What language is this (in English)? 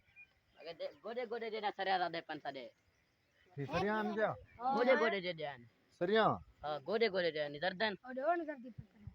Saraiki